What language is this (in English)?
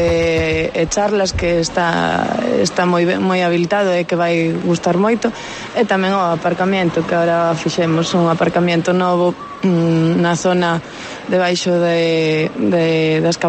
Galician